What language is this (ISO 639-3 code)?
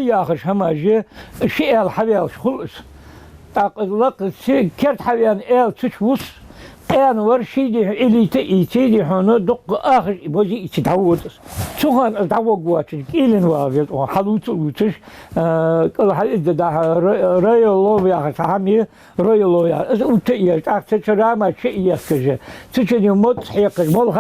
inh